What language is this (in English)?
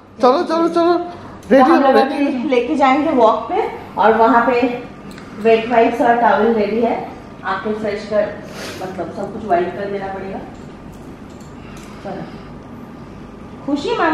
Hindi